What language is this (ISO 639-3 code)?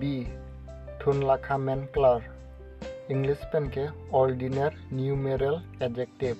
mjw